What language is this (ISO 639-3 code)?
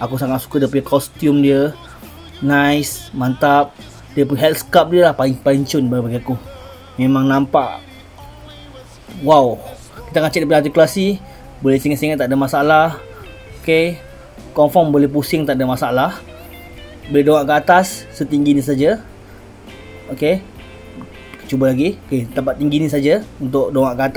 msa